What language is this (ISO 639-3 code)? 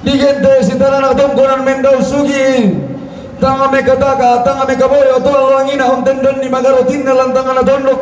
sda